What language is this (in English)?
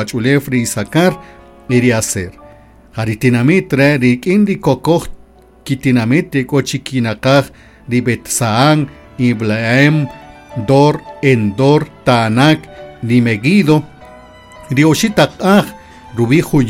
Kaqchikel